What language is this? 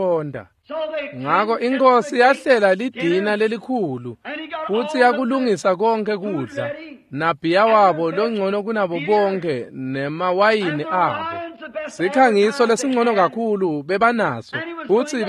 Swati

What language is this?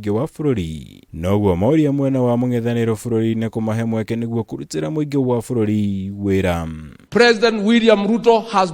Kikuyu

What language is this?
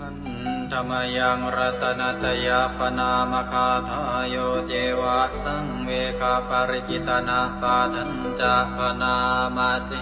Pali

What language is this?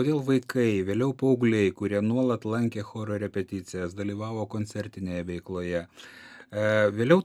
Lithuanian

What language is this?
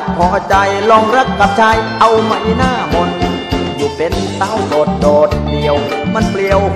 Thai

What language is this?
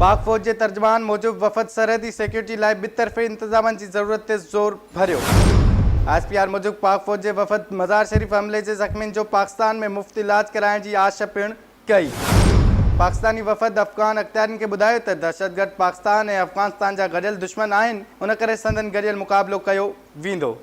Sindhi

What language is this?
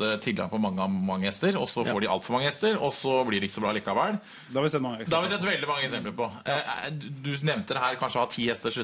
Norwegian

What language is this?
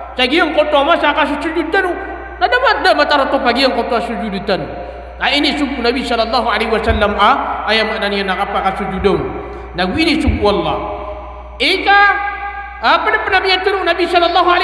Maranao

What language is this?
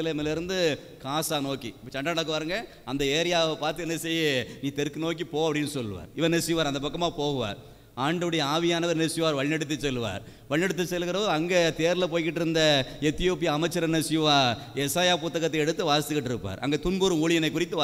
Tamil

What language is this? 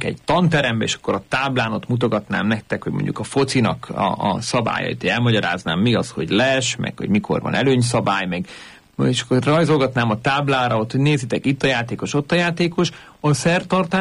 Hungarian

